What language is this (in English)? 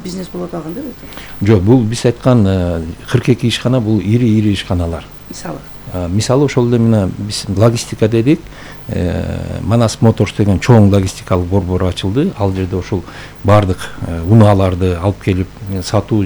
Kyrgyz